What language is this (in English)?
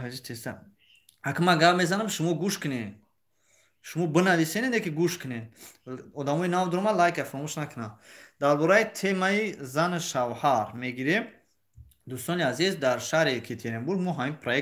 Tajik